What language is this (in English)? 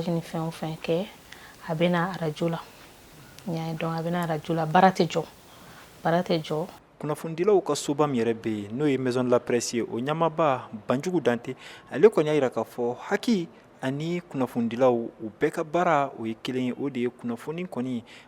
Bambara